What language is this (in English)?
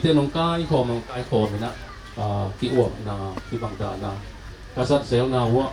Tedim Chin